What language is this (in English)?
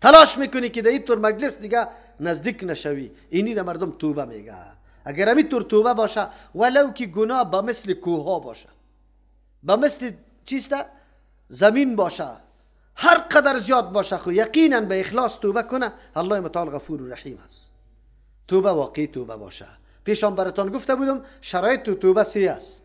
Persian